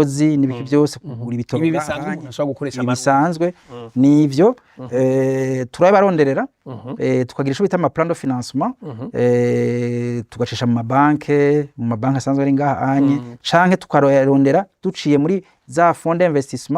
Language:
Rundi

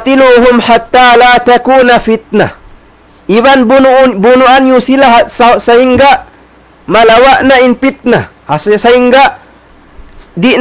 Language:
Tausug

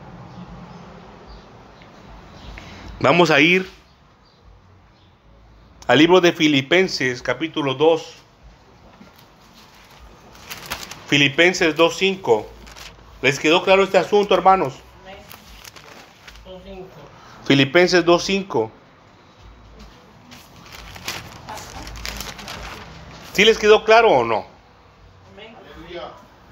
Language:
Spanish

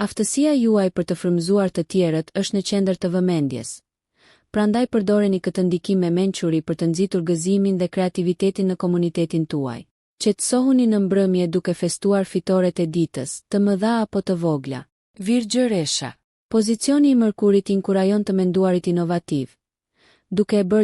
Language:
Albanian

